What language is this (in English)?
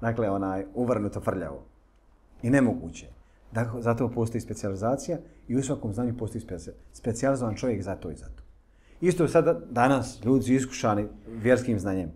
Bosnian